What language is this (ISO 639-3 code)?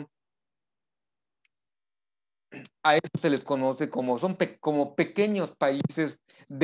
spa